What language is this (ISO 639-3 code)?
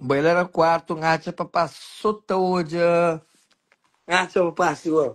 kea